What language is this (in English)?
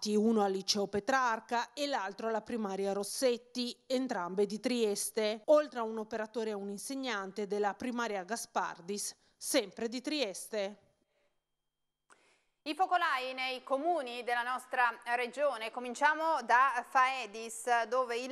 Italian